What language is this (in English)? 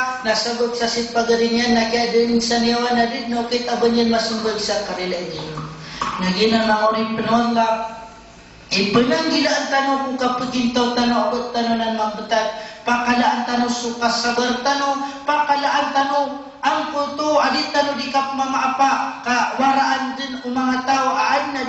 Maranao